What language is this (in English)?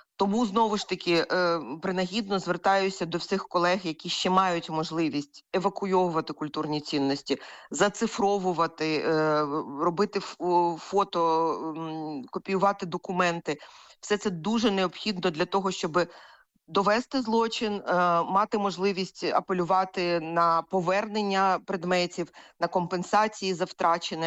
Ukrainian